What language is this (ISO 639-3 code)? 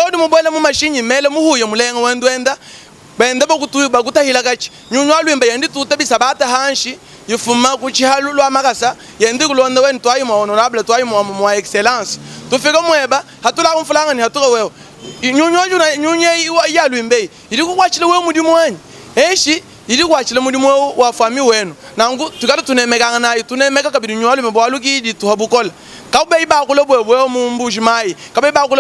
lua